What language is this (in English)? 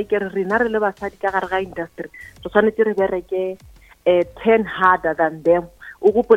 Northern Sotho